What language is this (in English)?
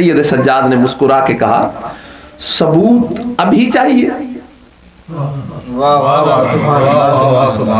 Urdu